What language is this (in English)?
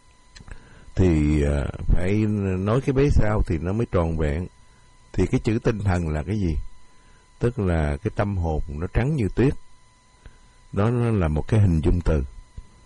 Vietnamese